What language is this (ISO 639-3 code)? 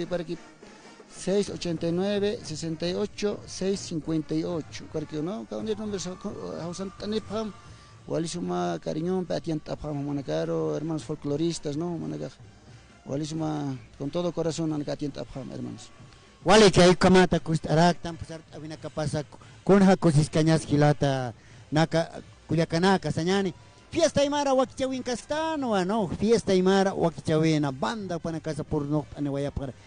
aym